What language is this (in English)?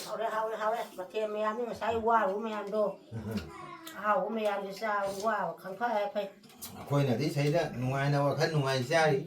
Manipuri